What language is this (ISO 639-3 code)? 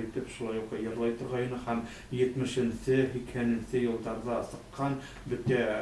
bak